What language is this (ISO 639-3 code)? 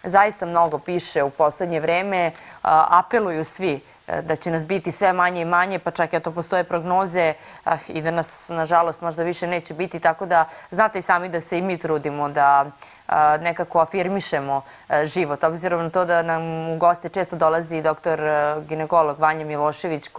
srp